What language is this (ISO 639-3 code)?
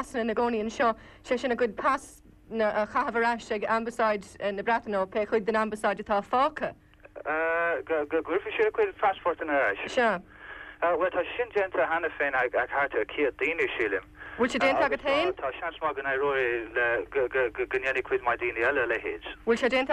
gle